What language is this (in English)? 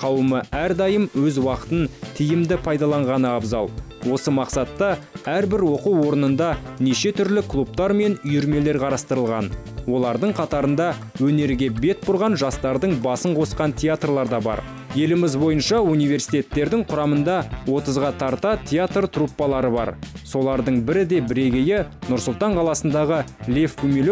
Kazakh